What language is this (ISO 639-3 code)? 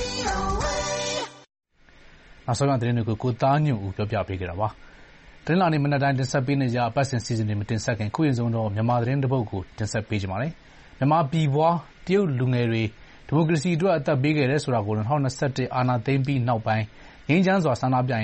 mya